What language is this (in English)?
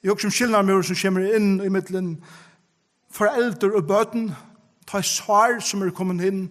Faroese